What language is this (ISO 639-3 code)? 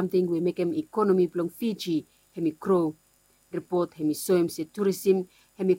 bis